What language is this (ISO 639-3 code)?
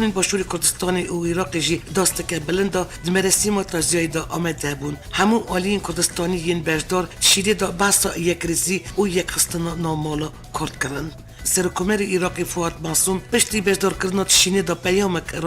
kur